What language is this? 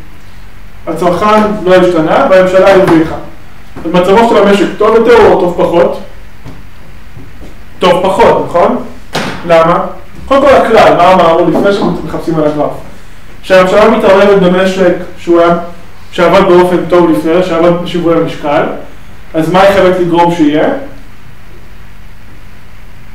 Hebrew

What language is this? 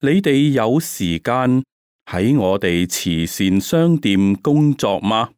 Cantonese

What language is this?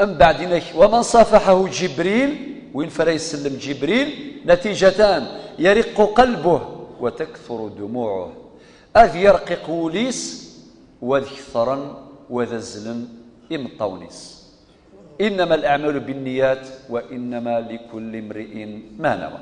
Kabyle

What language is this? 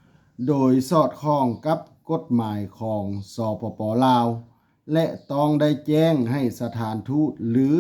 Lao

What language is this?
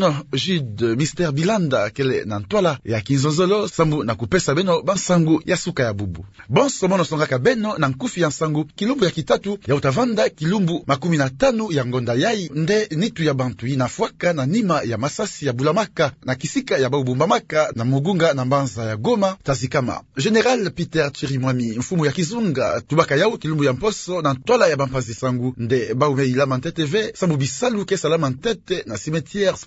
Kituba (Democratic Republic of Congo)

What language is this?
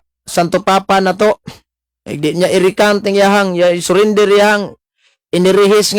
Cebuano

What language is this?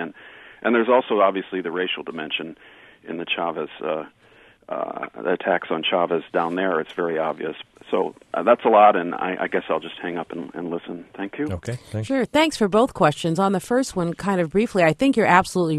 English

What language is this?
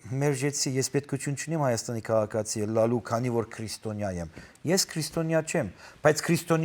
Western Armenian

